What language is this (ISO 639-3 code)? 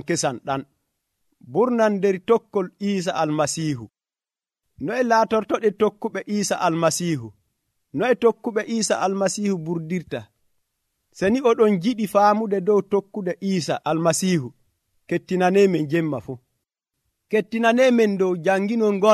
fuv